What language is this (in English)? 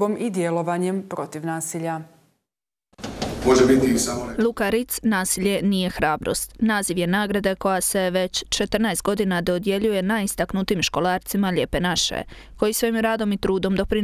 Croatian